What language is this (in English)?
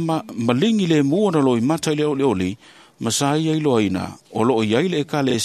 Samoan